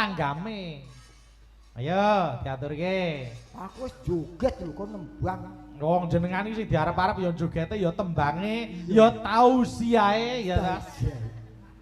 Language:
Javanese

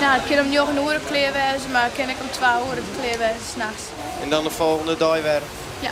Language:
Western Frisian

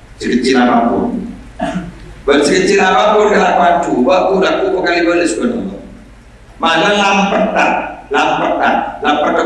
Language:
Madurese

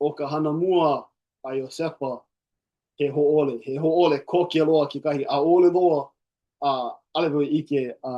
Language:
Hawaiian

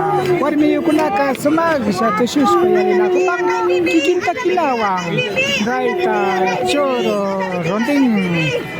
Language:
Imbabura Highland Quichua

